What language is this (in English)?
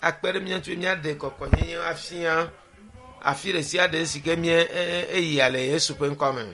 Ewe